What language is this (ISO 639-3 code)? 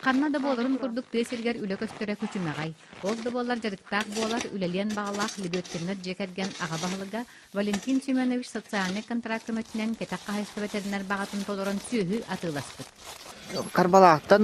sah